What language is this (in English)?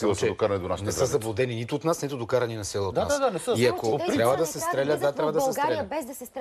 Bulgarian